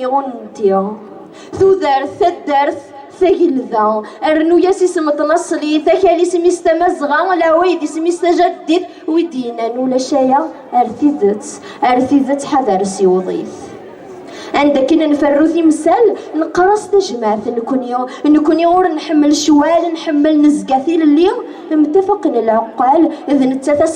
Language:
Kabyle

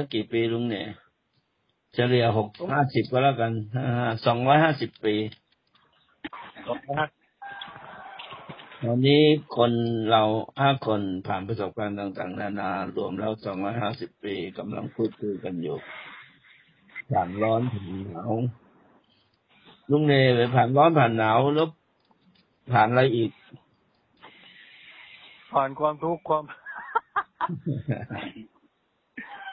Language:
Thai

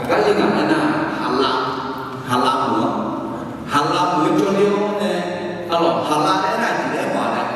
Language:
Akha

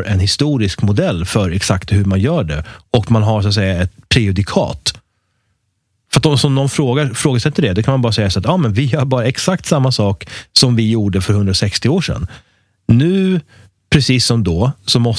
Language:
Swedish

